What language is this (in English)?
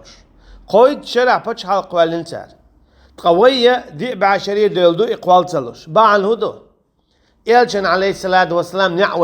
Chechen